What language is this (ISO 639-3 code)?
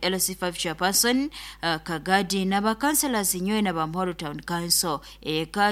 nyo